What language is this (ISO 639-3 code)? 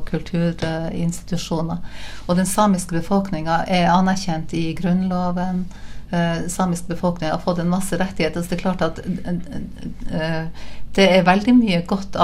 nor